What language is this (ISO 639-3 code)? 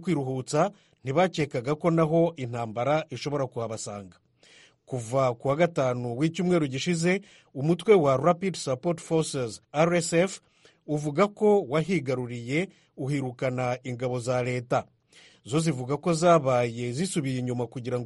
kin